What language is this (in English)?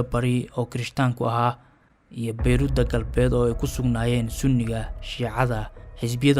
Somali